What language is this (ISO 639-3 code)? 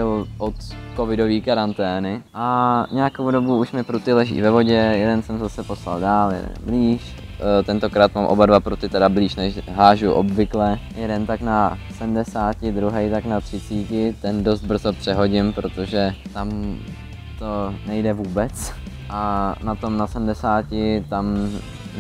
ces